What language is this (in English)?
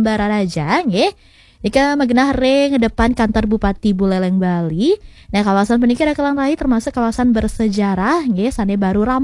Balinese